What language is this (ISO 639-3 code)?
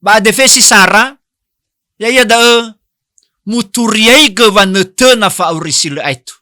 nia